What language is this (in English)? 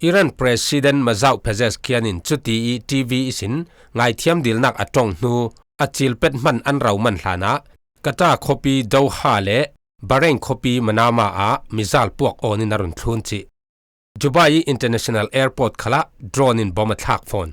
Falam Chin